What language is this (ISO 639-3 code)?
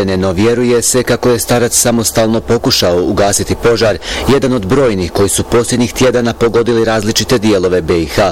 bos